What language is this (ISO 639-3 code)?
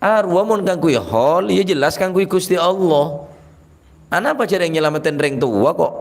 mad